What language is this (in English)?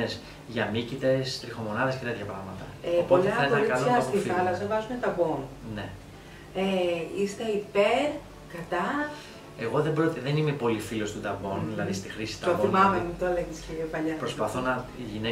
Greek